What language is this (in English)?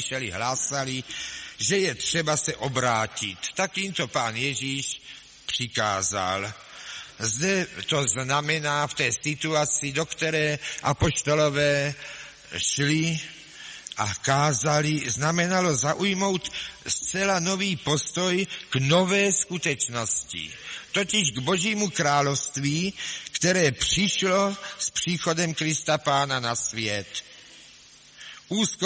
Czech